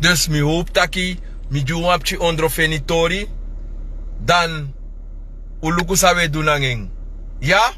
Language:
Sranan Tongo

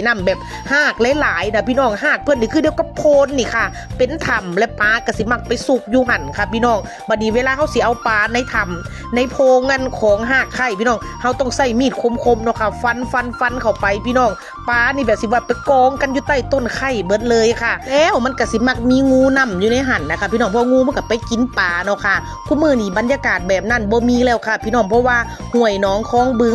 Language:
Northeastern Thai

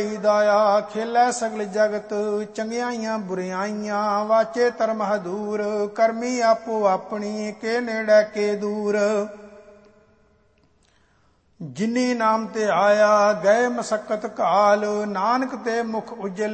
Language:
Punjabi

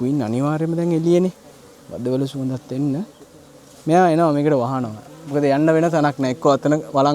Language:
Sinhala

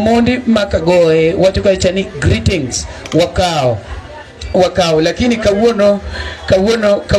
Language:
Luo (Kenya and Tanzania)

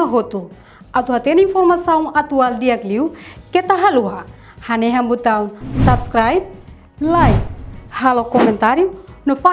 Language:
Tetum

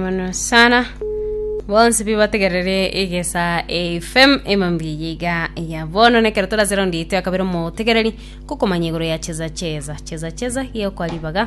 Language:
Gusii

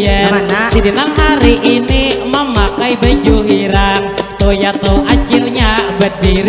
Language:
Banjar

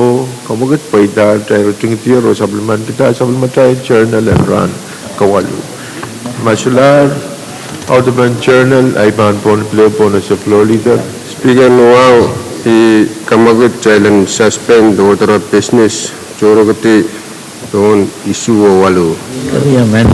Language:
Pohnpeian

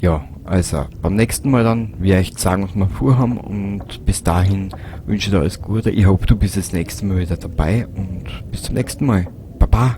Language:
Bavarian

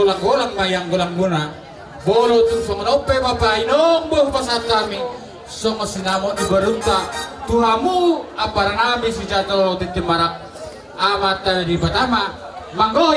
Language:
Batak Toba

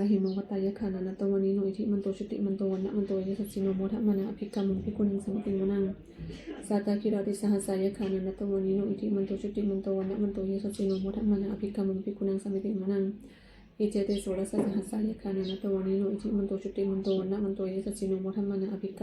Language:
Pali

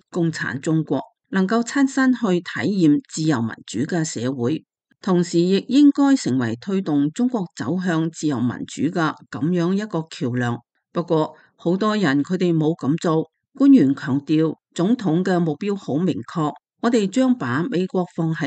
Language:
Cantonese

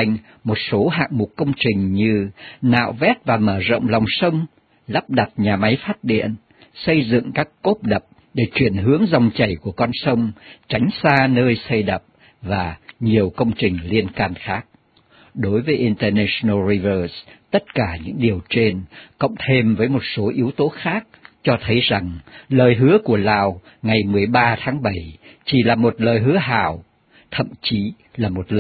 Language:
Vietnamese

